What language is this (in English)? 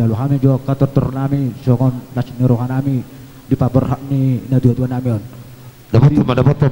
Batak Toba